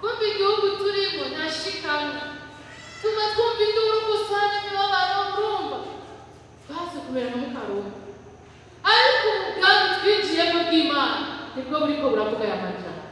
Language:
Rundi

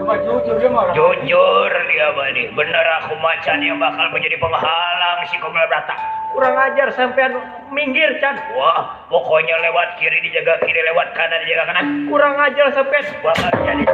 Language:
Betawi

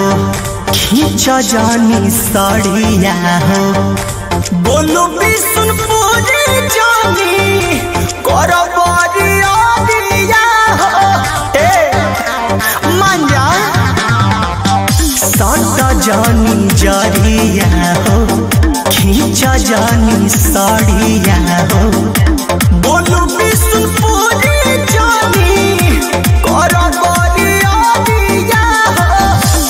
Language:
Bhojpuri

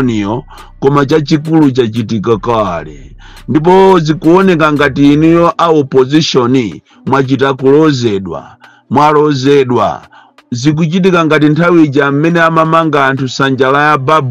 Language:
Nyanja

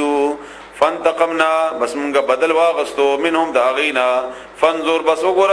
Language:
Pashto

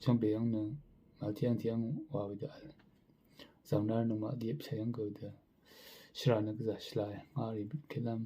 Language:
Rawang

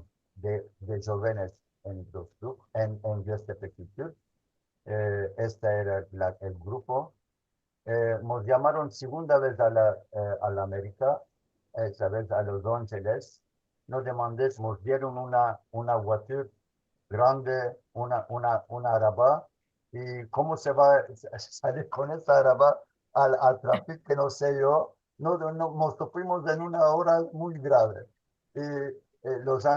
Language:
Ladino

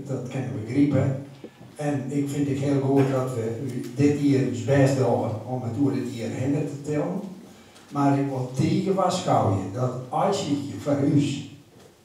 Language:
Western Frisian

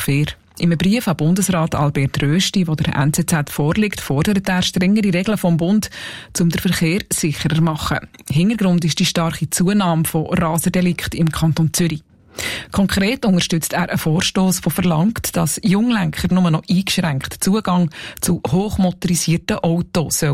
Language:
German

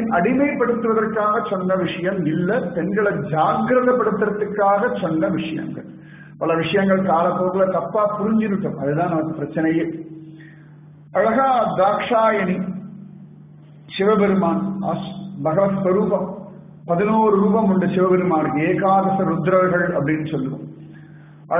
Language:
Tamil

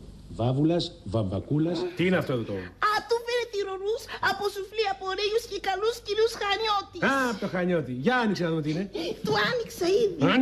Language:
Greek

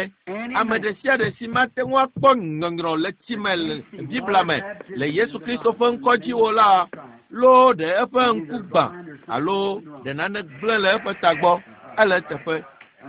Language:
Ewe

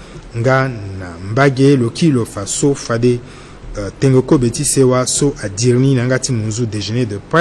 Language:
Sango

